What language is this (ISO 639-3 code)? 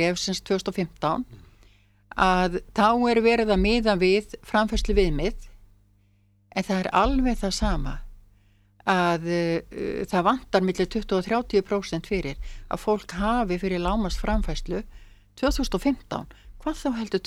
isl